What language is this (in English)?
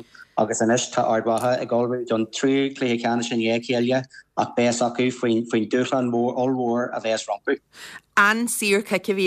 Irish